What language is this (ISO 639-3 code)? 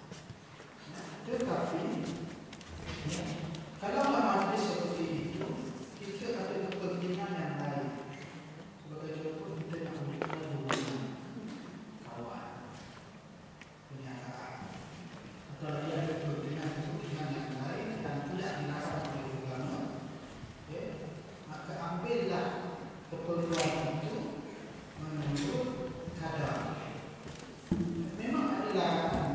msa